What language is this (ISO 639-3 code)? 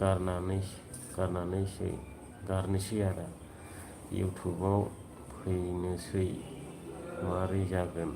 brx